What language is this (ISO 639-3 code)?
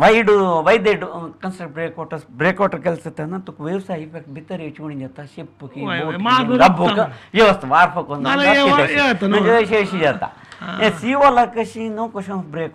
kok